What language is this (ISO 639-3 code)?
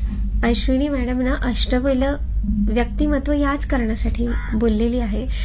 mar